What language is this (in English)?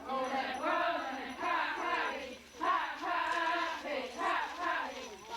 Xavánte